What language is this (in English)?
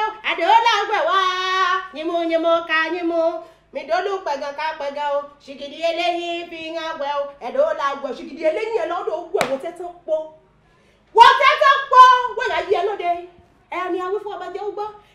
Yoruba